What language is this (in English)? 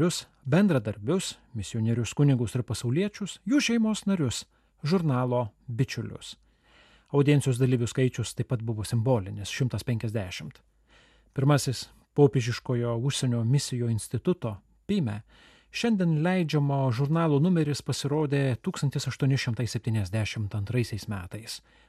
Lithuanian